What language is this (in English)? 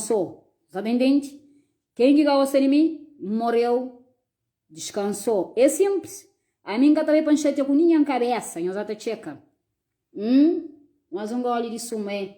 Kabuverdianu